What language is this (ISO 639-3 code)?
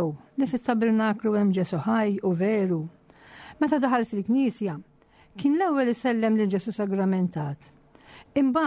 mlt